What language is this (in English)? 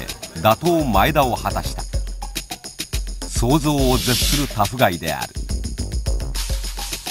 Japanese